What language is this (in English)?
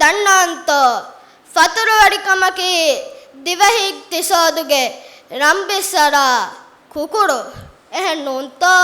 Divehi